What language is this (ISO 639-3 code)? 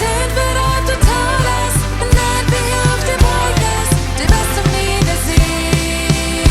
pdt